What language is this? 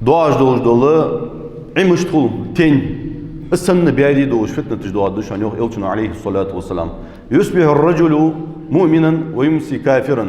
Ingush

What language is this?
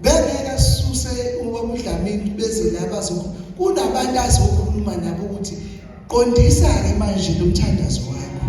Zulu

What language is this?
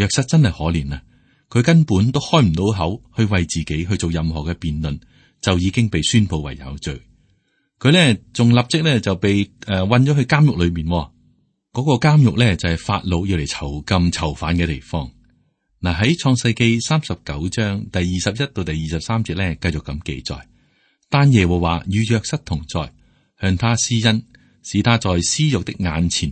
Cantonese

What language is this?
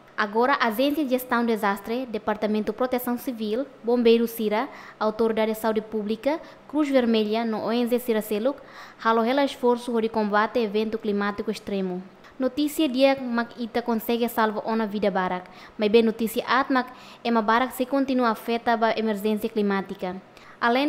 Tetum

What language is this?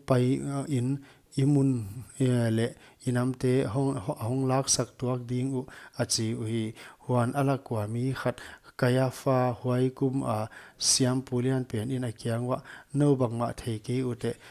Paite Chin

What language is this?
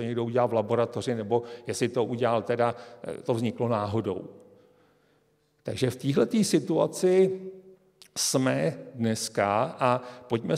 Czech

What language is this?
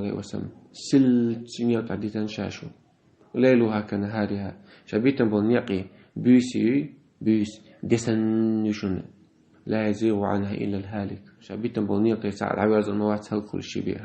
Chechen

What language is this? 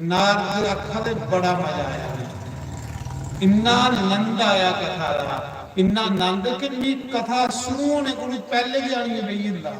Dogri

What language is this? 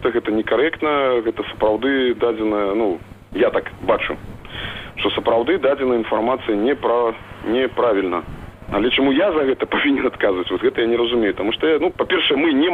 Belarusian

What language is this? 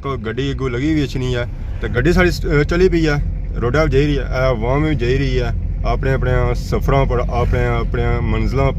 Pahari-Potwari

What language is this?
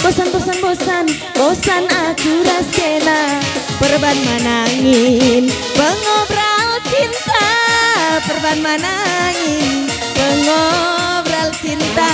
Batak Karo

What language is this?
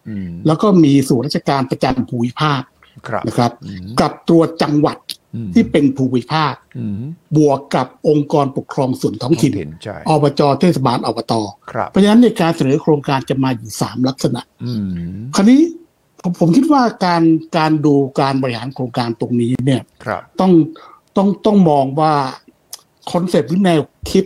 Thai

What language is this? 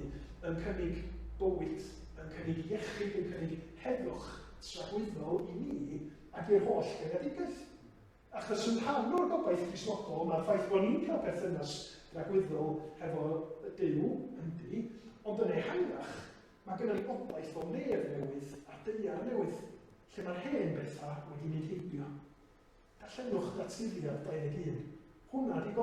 Welsh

